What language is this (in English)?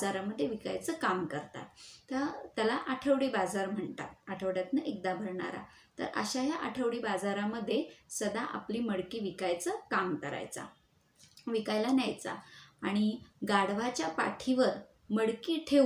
Marathi